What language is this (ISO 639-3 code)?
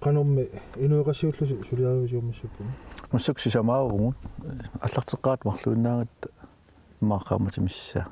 kal